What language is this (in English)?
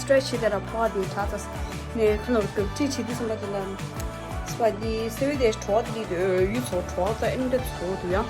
Tibetan